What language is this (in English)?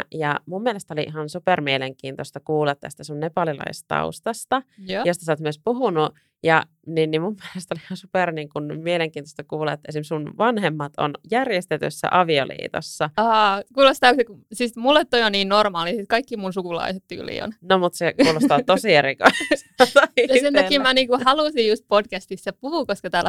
Finnish